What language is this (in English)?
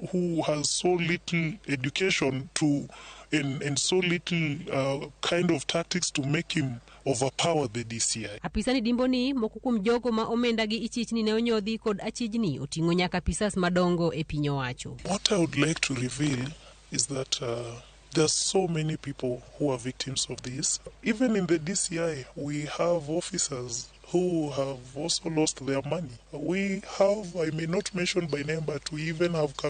Luo (Kenya and Tanzania)